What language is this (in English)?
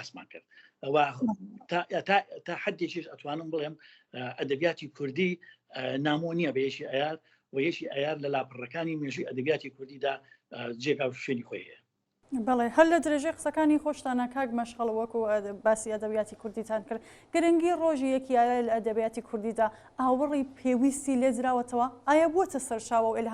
Central Kurdish